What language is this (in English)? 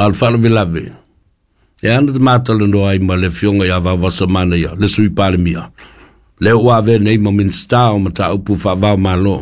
Samoan